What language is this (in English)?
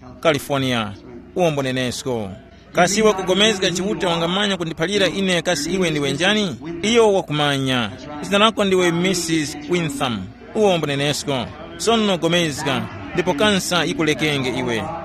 Tumbuka